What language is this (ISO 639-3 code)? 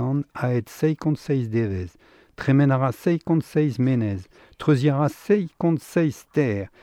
bre